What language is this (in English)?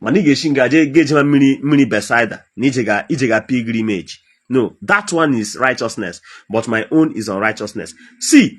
Igbo